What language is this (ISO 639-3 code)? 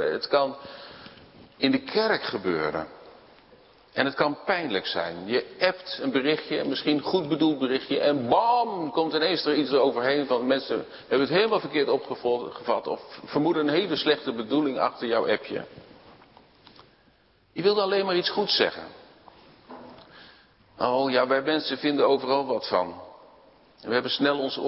nld